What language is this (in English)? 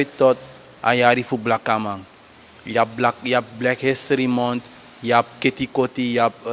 Sranan Tongo